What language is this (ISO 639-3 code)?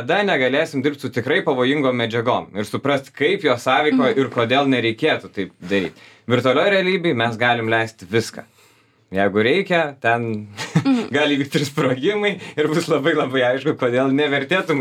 lit